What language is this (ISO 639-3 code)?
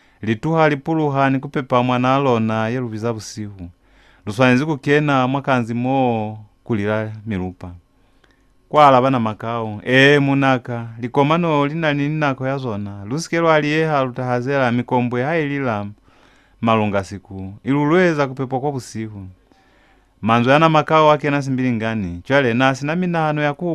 loz